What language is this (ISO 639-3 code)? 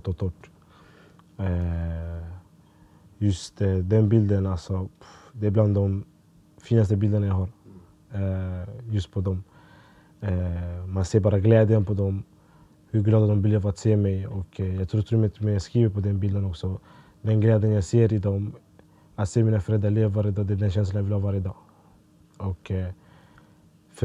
swe